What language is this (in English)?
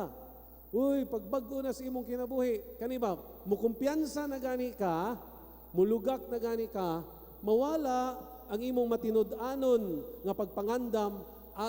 Cebuano